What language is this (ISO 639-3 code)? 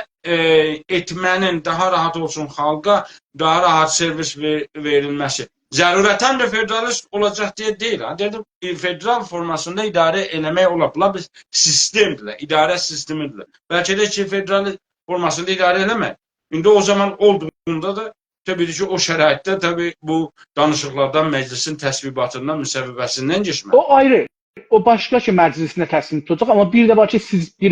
azb